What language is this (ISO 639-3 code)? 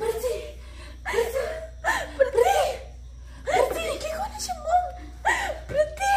kha